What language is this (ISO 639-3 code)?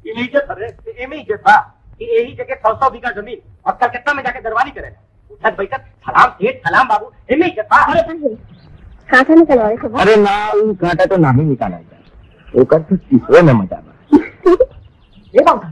bho